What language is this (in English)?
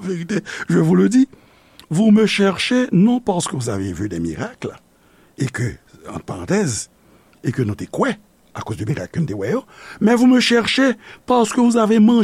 Haitian Creole